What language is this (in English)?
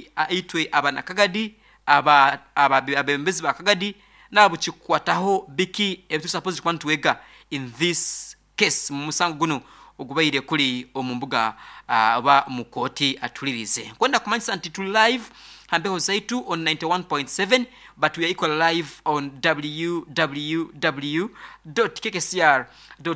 Nyoro